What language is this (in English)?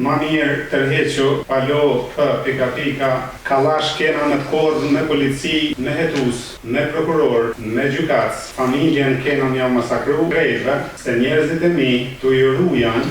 Albanian